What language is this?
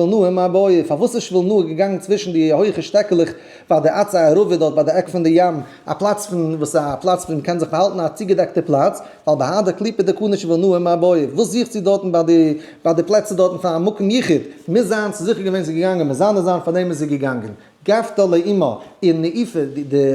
Yiddish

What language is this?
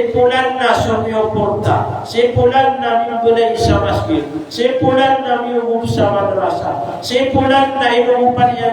Maranao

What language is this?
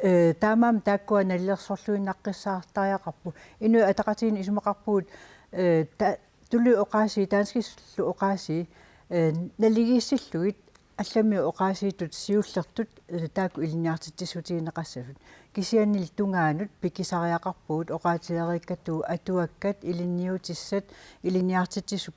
Kalaallisut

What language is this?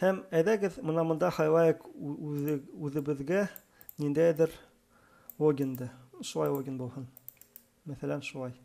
Bashkir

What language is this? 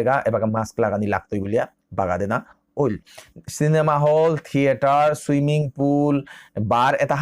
Bishnupriya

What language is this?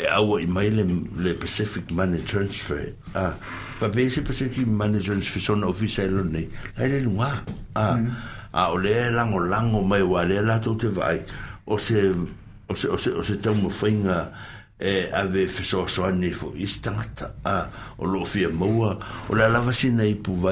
Samoan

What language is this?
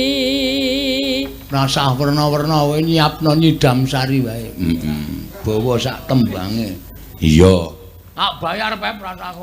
Javanese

